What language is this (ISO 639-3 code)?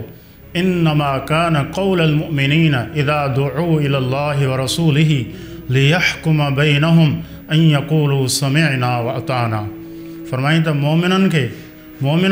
snd